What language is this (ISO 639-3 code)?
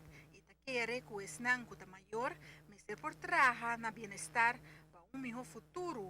pap